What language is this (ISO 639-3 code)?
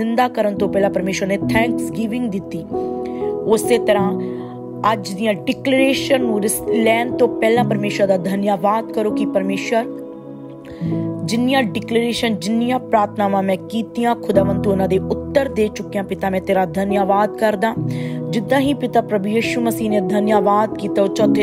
pan